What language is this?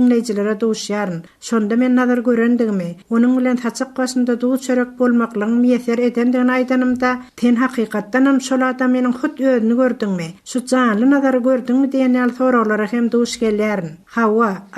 Turkmen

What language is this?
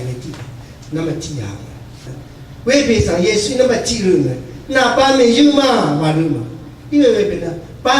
Rawang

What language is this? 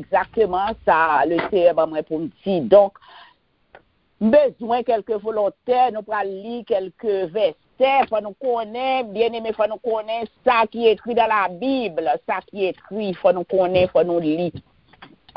French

